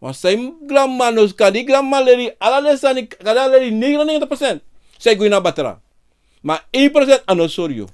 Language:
Sranan Tongo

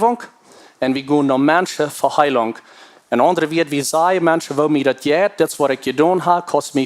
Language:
Plautdietsch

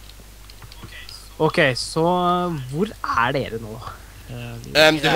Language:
Norwegian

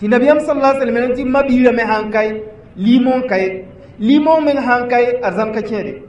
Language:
Mossi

